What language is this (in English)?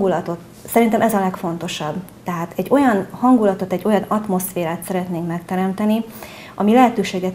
Hungarian